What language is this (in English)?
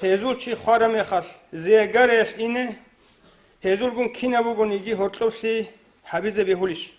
Avaric